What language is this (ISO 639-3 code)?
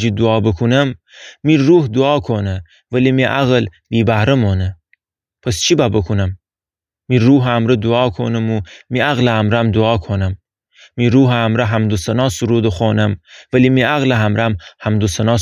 glk